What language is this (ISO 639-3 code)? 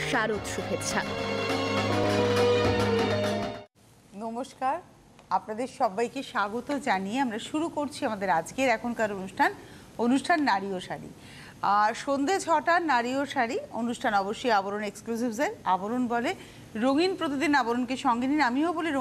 ben